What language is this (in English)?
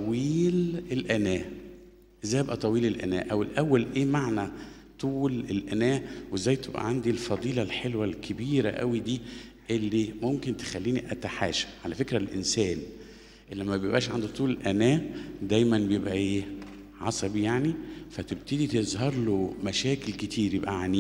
Egyptian Arabic